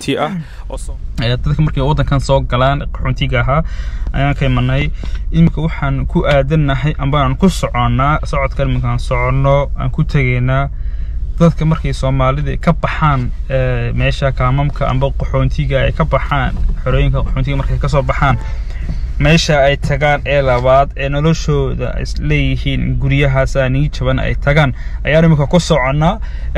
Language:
Somali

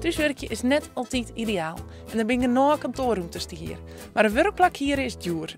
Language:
Western Frisian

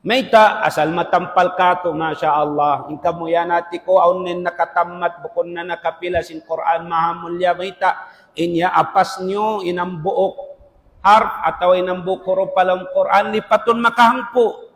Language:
Tausug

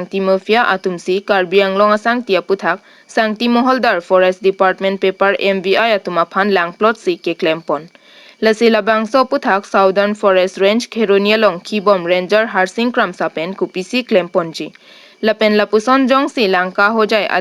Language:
Karbi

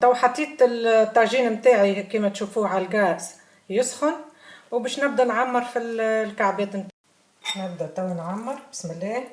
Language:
Tunisian Arabic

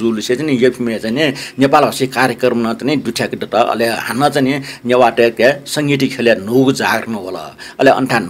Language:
Newari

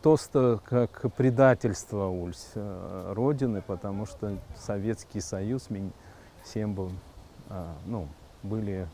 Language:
Erzya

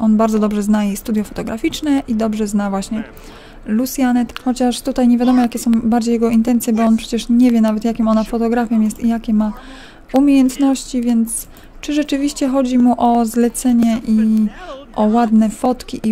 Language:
Polish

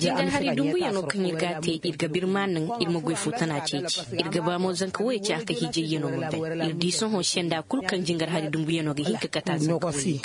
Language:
Koyraboro Senni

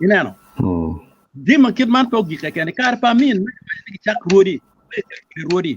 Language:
Acoli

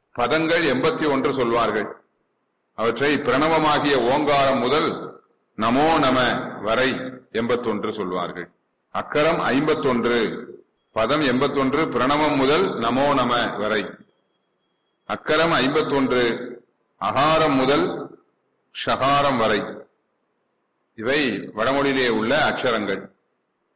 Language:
Tamil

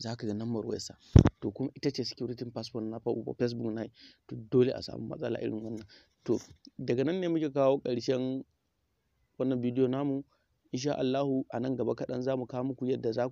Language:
Hausa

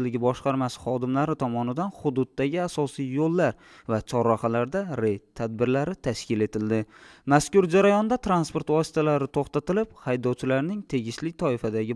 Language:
Uzbek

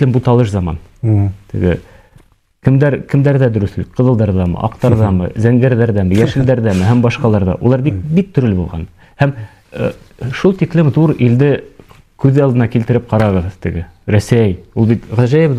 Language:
Bashkir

